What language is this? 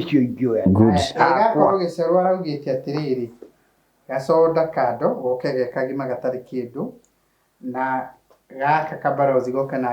Kikuyu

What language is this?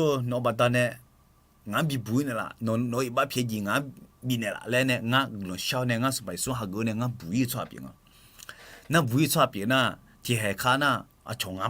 Akha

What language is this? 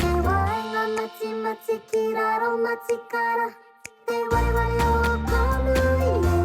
Māori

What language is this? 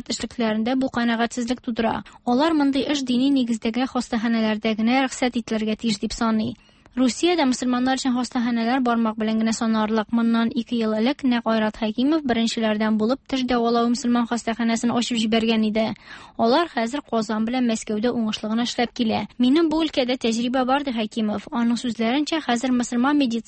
Tatar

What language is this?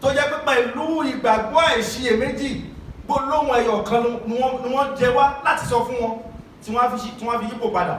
Yoruba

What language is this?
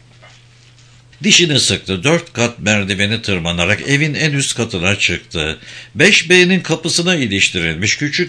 Turkish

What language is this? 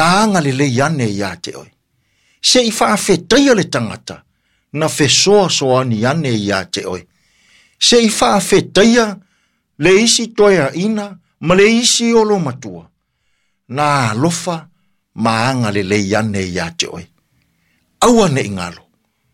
Samoan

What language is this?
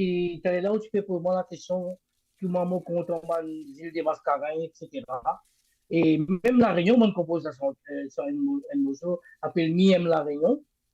Morisyen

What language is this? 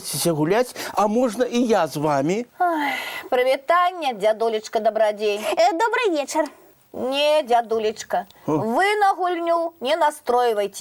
Belarusian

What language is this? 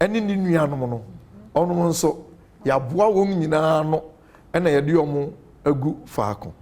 Akan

